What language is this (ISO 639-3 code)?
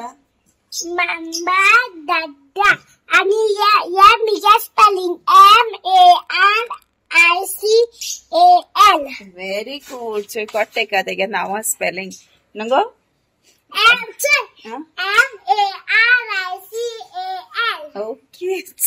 kok